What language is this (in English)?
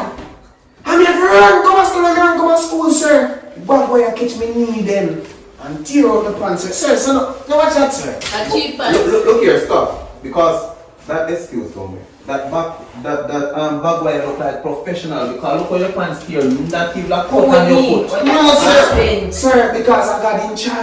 Jamaican Creole English